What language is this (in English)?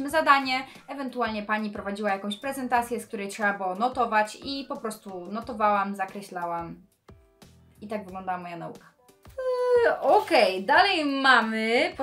Polish